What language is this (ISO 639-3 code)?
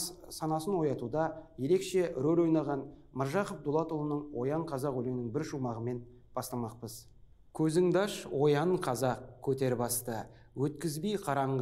kaz